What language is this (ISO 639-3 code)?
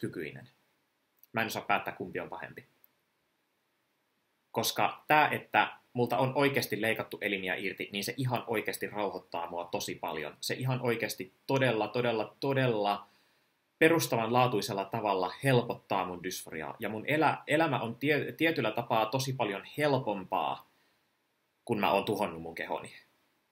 fin